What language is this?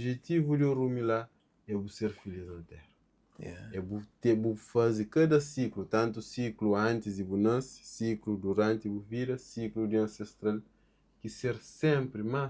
Kabuverdianu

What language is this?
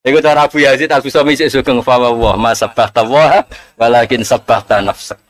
Javanese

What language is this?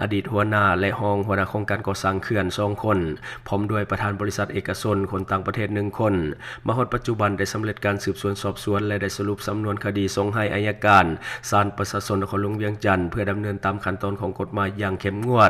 Lao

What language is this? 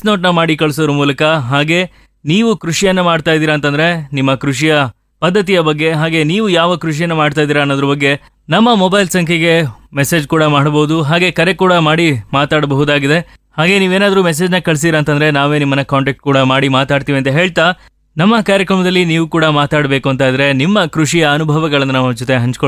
Kannada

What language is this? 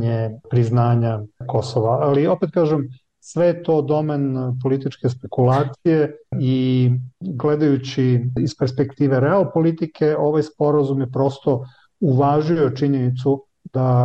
Serbian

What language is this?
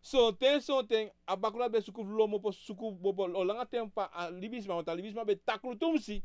Sranan Tongo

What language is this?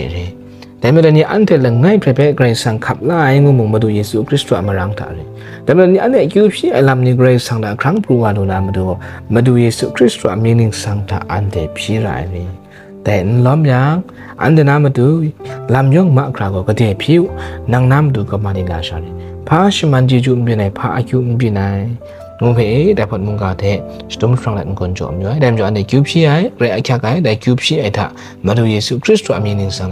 Kachin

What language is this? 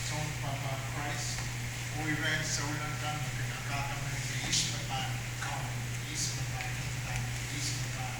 Pohnpeian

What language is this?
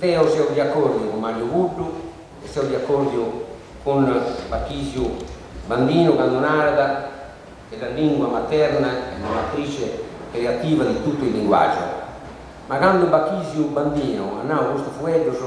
Sardinian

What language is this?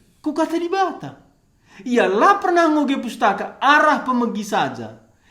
Batak Karo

